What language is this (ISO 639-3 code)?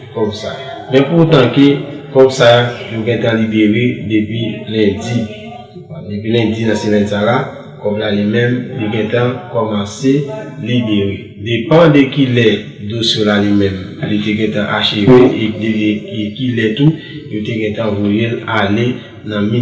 hat